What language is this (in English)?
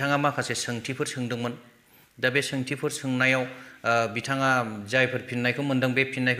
Bodo